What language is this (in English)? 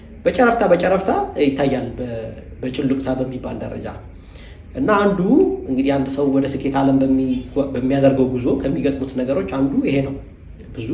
Amharic